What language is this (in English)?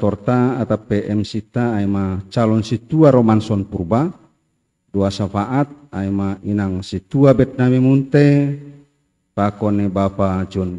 Batak Simalungun